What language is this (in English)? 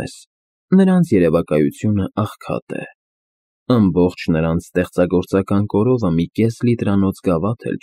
Armenian